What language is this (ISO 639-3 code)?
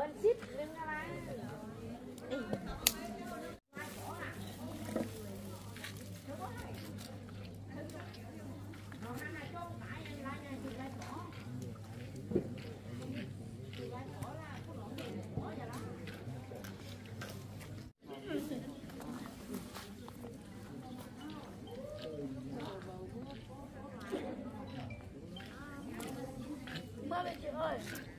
vie